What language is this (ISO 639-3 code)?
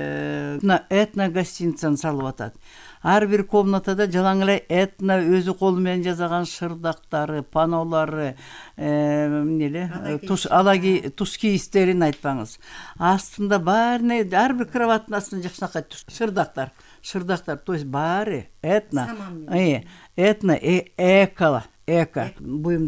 kir